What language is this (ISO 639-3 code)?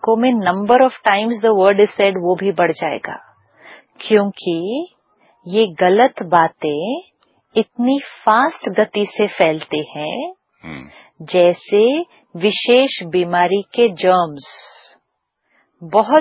hin